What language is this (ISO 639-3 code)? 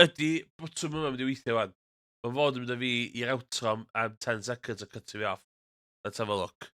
cym